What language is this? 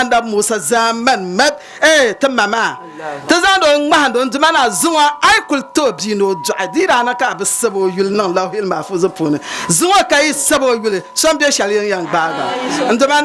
Dagbani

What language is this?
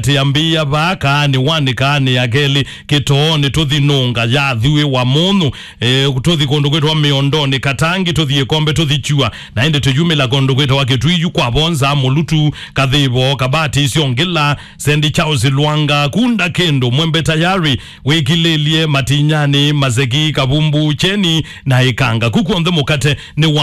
Kamba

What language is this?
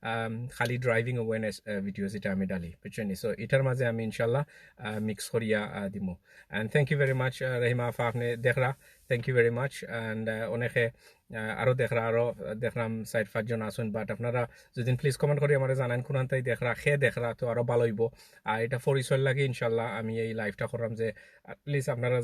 Sylheti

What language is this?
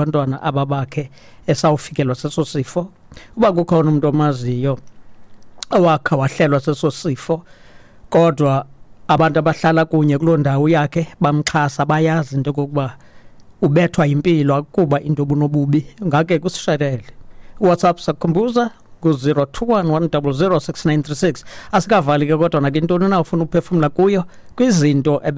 Xhosa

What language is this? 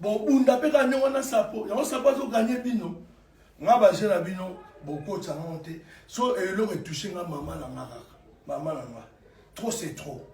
Lingala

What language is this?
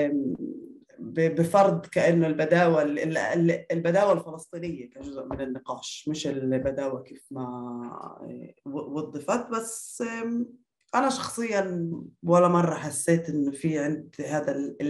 North Levantine Arabic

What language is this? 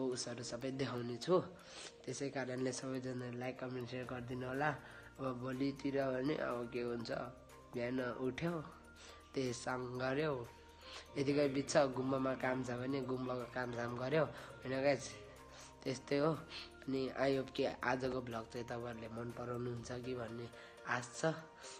Nepali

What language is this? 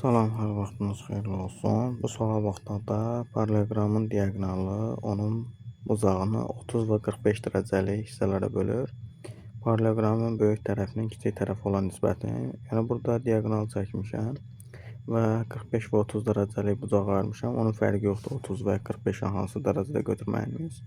Azerbaijani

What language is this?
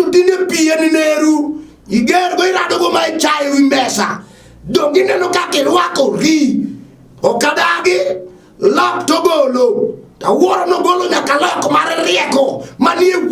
Luo (Kenya and Tanzania)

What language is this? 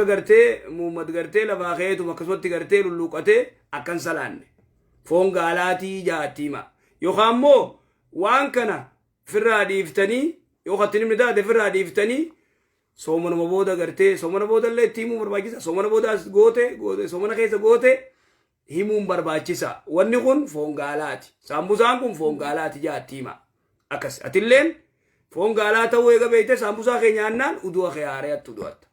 Oromo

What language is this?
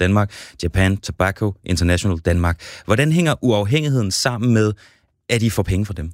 Danish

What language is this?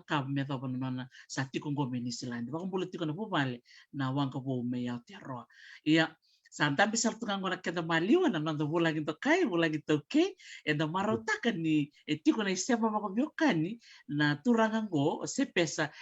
Fijian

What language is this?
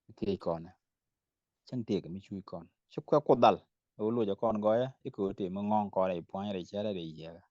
Nuer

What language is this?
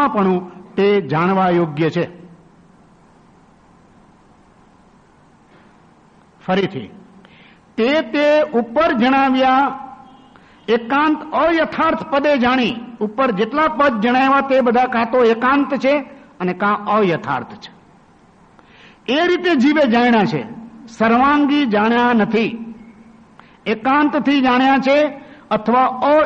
Gujarati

